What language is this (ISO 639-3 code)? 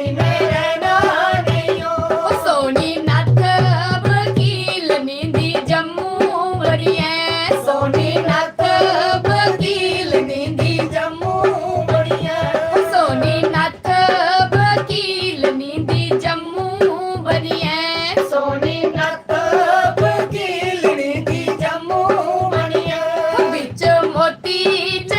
doi